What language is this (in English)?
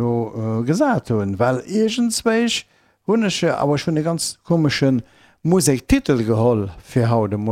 Luxembourgish